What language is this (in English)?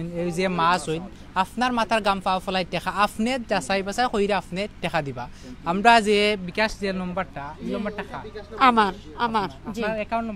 Sylheti